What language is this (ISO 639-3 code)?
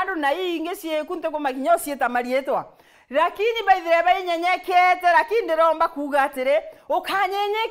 mer